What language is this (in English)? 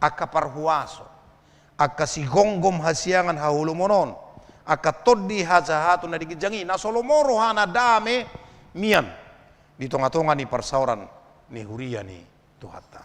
Batak Toba